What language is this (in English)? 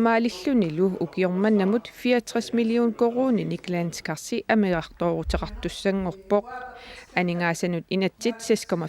Kalaallisut